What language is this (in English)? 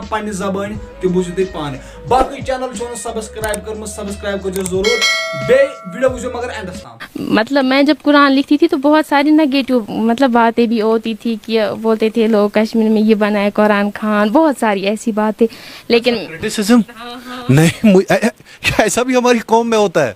Kashmiri